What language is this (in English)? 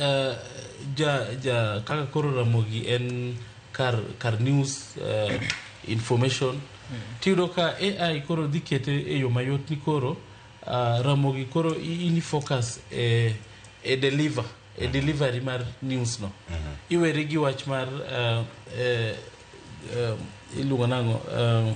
Luo (Kenya and Tanzania)